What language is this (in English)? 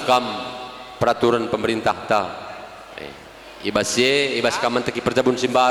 Batak Karo